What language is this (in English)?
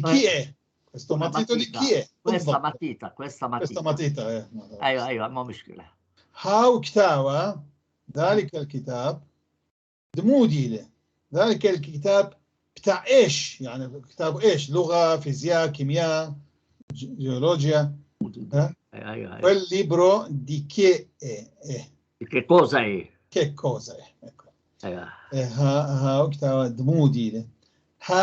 North Levantine Arabic